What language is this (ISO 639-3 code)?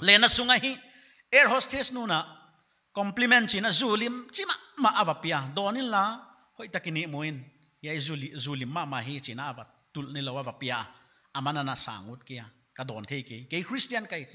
pck